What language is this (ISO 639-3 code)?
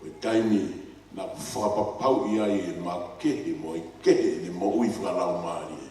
ton